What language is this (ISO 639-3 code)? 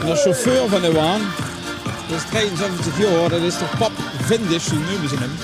lim